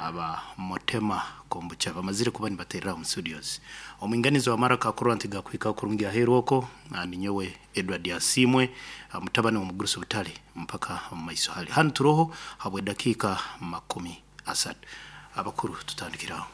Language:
Nyankole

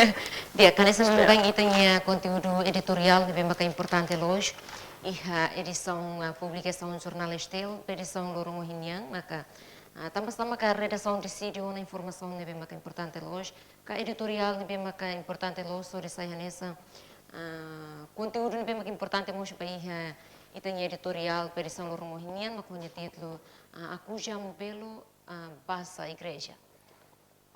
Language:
Tetum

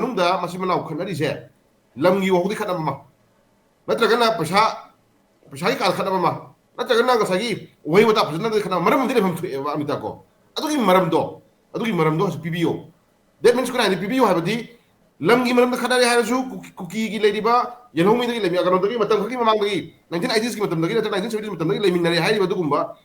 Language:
Manipuri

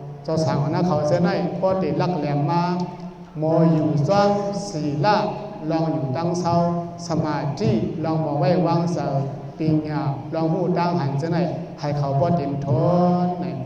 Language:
Shan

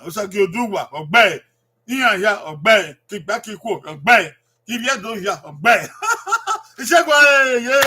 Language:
Bini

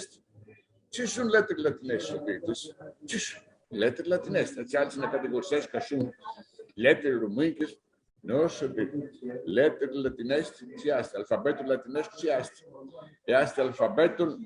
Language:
Aromanian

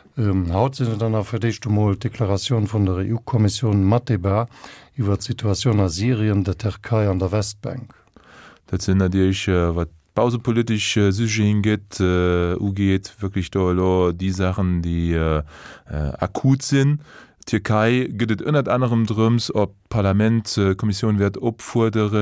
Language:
Luxembourgish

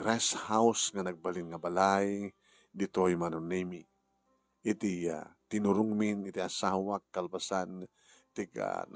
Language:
Iloko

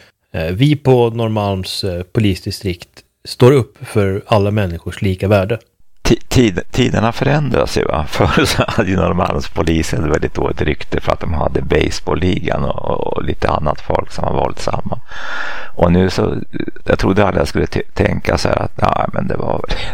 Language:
Swedish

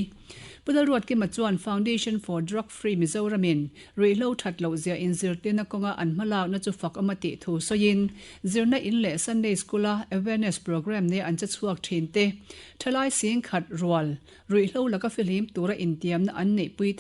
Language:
Mizo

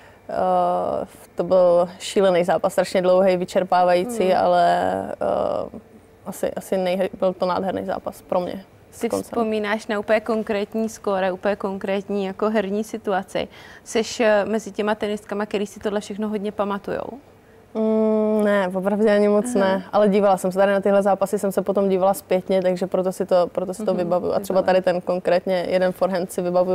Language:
Czech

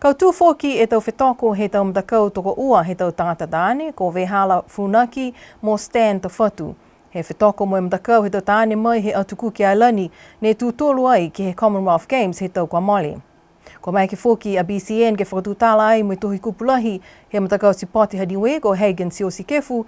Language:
Niuean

